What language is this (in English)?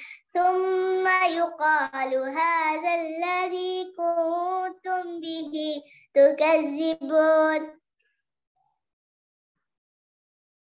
Arabic